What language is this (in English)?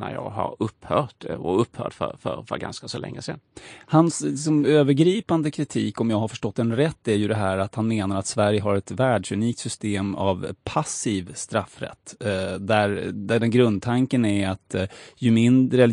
Swedish